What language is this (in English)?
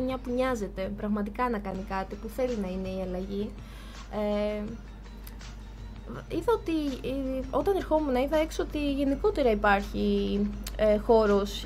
Greek